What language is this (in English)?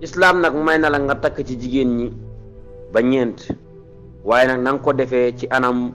Wolof